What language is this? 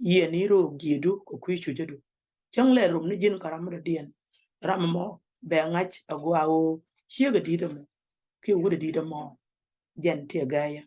Nuer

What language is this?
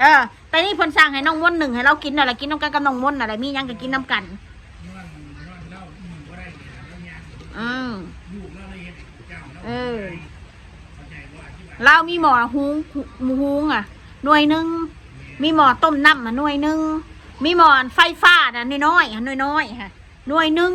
Northeastern Thai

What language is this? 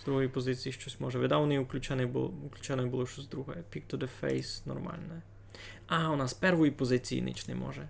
Rusyn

